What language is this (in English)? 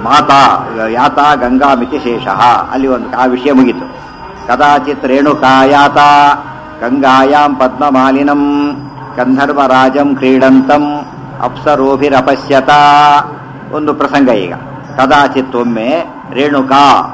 Kannada